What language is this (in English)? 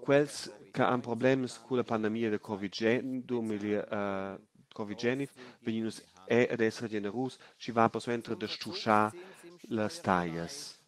Romansh